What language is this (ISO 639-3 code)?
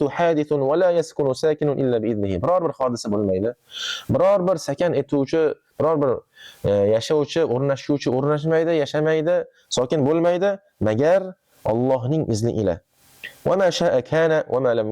uzb